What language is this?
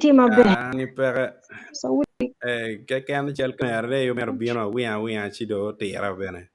Acoli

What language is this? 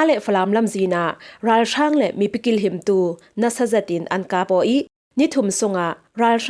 Falam Chin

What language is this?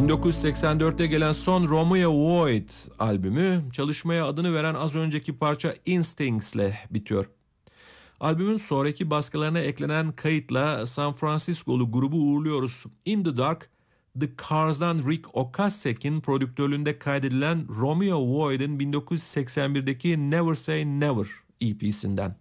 Turkish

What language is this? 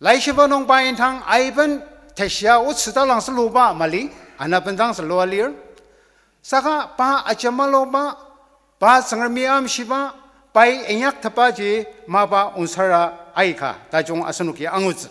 Ao Naga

